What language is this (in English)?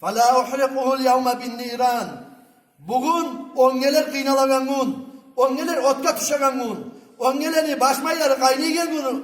Kumyk